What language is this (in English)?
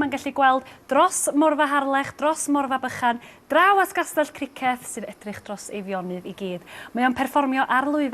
Welsh